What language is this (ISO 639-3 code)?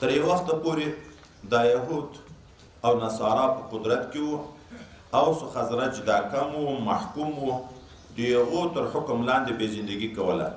pus